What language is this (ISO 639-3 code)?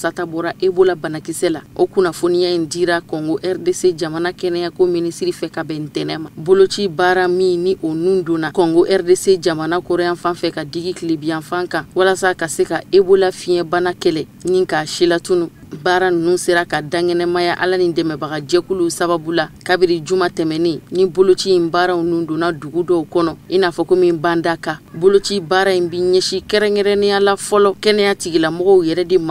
bam